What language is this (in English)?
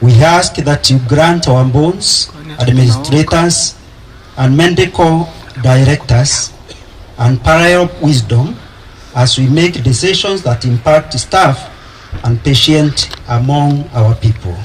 Meru